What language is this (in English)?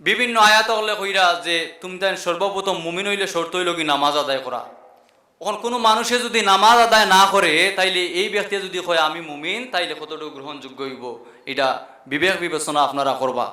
Sylheti